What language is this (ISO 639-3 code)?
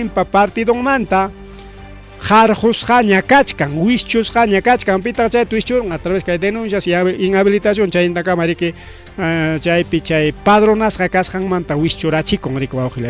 quy